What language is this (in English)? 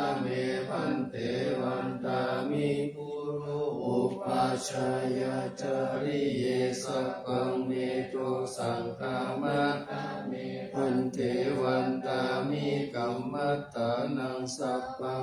Pali